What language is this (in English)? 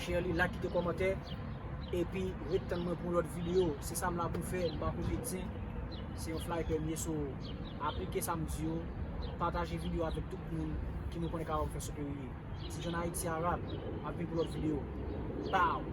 Haitian Creole